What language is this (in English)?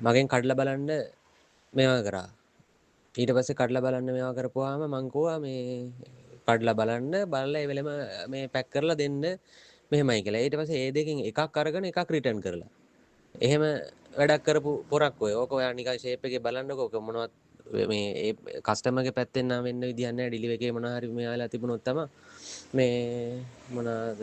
Sinhala